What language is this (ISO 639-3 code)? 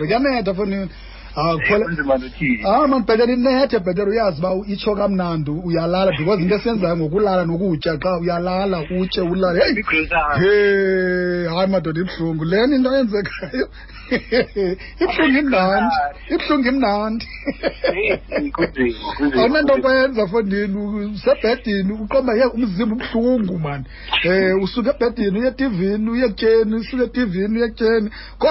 xho